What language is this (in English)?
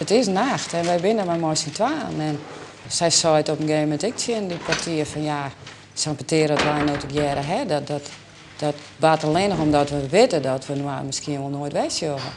Western Frisian